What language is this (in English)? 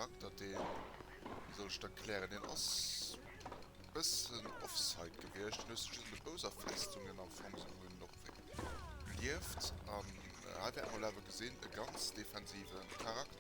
Luxembourgish